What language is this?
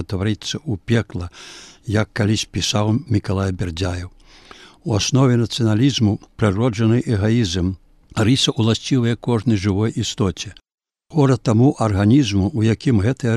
Belarusian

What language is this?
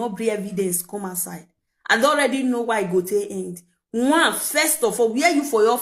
Nigerian Pidgin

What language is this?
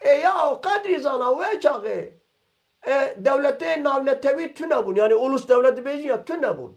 Kurdish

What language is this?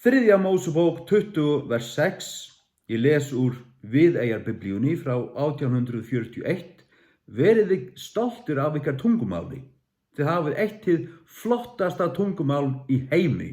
Faroese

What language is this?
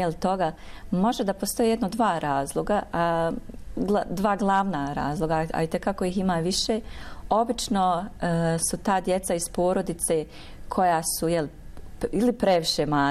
Bosnian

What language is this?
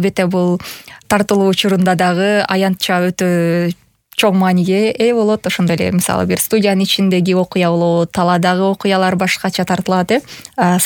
Kyrgyz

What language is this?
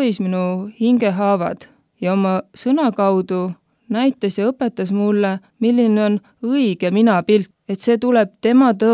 Estonian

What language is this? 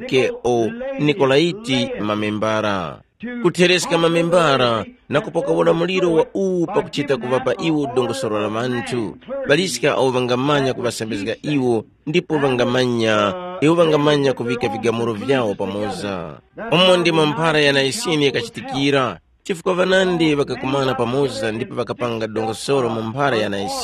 Tumbuka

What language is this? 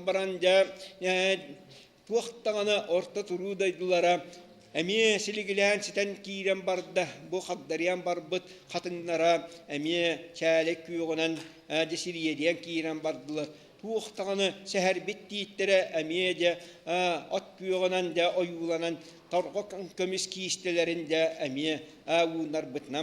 Yakut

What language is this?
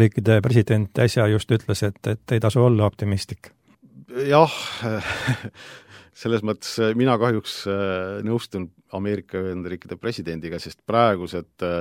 Estonian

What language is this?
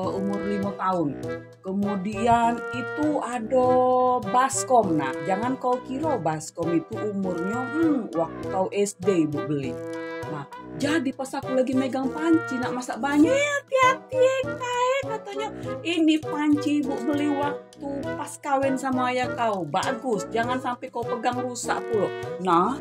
Musi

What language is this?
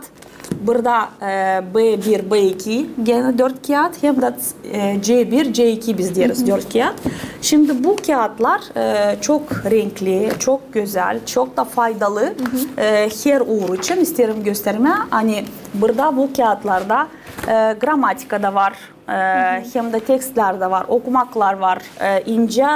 Gagauz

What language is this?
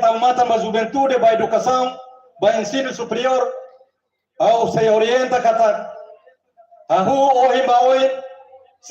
Tetum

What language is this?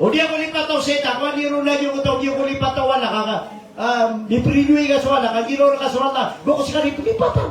Maranao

